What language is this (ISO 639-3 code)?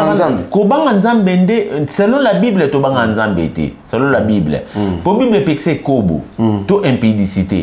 lin